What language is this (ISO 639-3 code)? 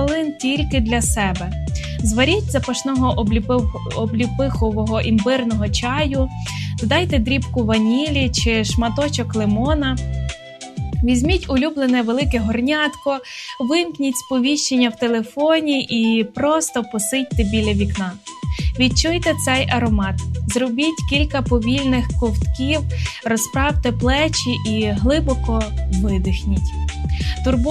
ukr